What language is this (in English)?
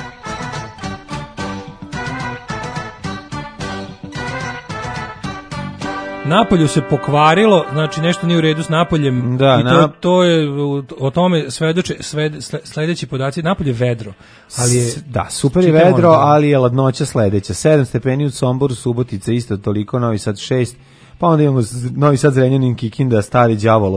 Serbian